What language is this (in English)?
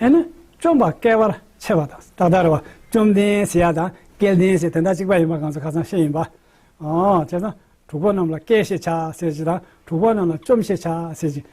Tibetan